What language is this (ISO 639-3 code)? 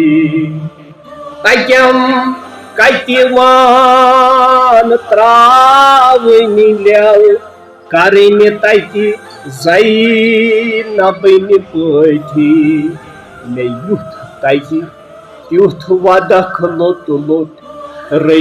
kas